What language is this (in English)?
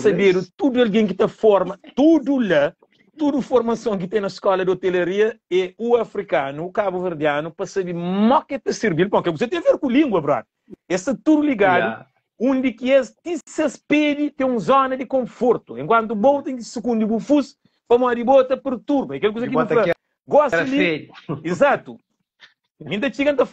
Kabuverdianu